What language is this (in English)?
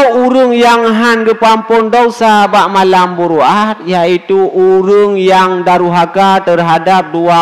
Achinese